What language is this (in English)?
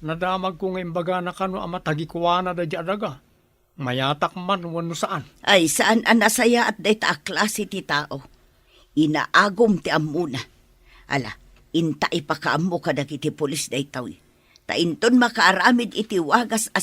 Iloko